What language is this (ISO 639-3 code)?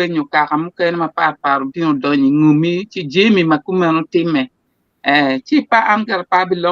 ach